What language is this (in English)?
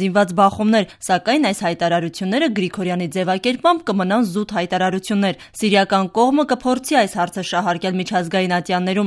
Armenian